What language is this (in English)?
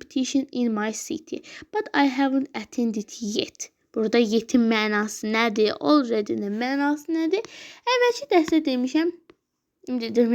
Azerbaijani